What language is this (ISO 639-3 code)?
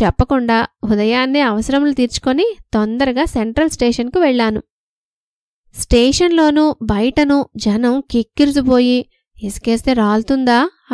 tel